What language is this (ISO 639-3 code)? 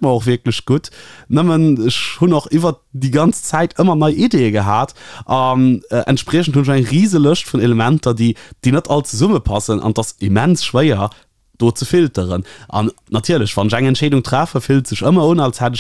ltz